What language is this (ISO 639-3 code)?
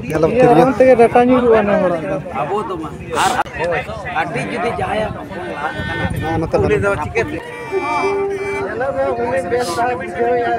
sat